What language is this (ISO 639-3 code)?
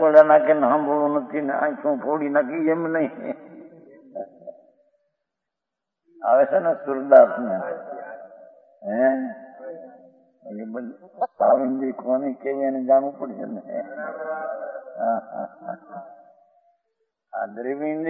guj